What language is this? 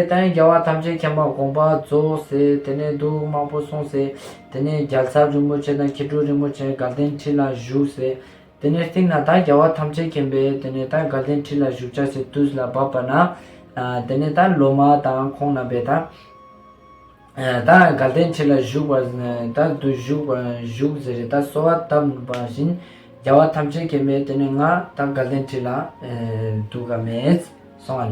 Ladakhi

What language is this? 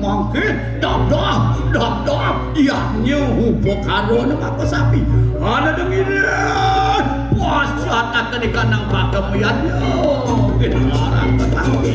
Balinese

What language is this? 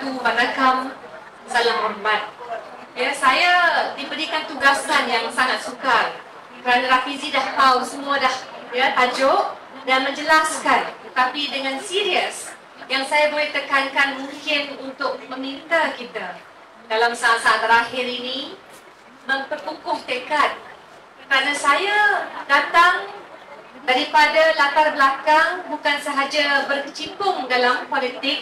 Malay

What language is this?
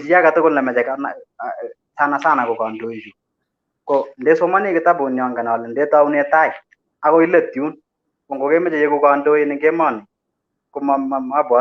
Kalenjin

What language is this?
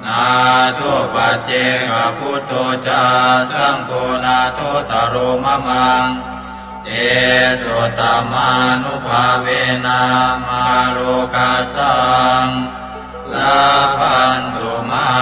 Pali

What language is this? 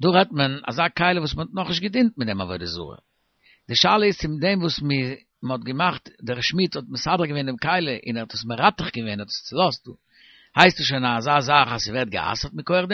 Yiddish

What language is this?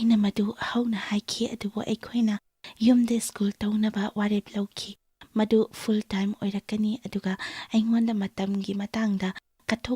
Manipuri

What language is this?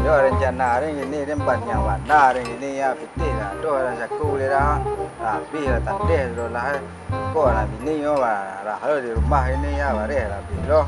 Minangkabau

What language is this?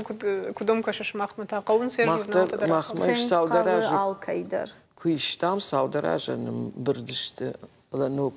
Ossetic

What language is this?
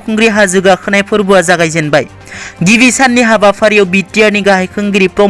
Bodo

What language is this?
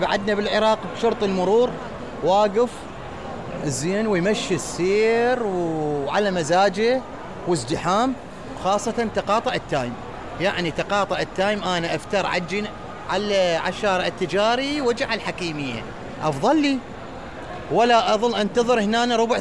Mesopotamian Arabic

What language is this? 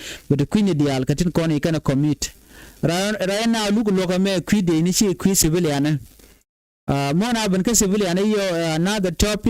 Nuer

